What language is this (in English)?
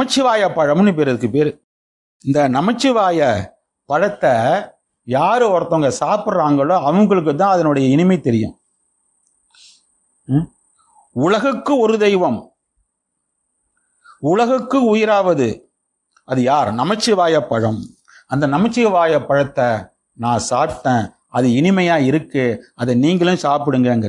Tamil